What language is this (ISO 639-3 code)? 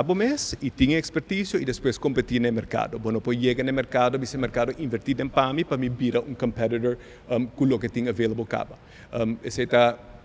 pap